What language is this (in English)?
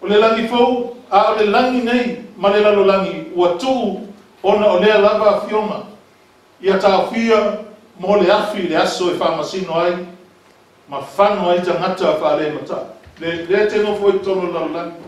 Samoan